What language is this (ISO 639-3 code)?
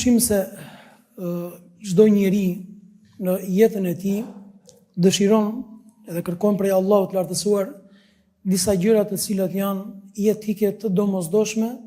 sqi